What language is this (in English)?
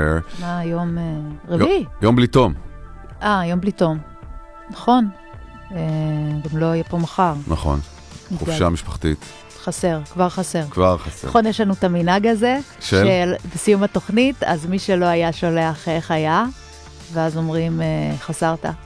Hebrew